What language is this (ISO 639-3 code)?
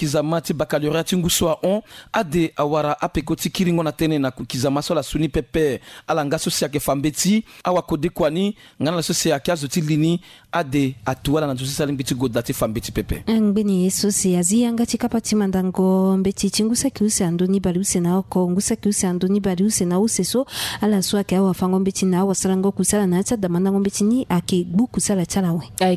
sag